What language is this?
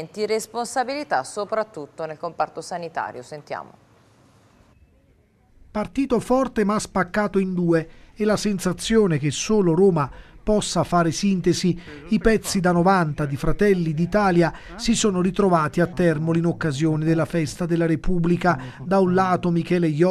Italian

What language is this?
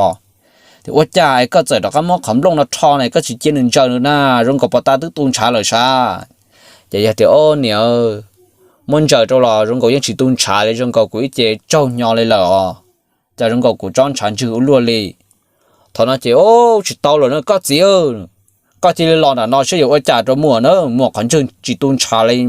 Hmong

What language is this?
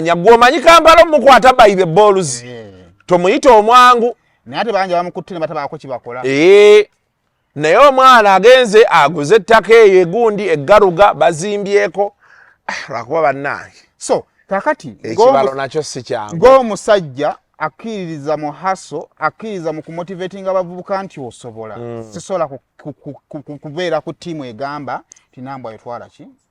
Ganda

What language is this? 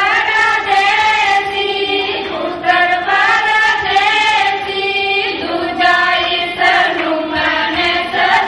Dogri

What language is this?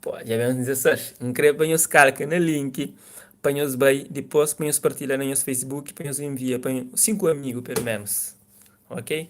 Kabuverdianu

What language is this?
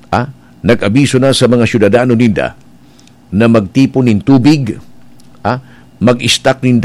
Bikol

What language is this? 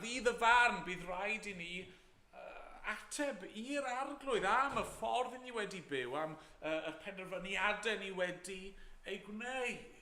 Welsh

